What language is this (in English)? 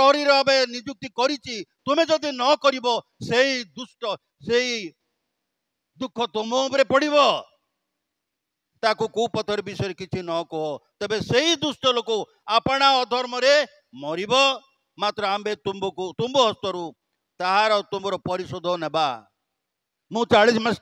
Odia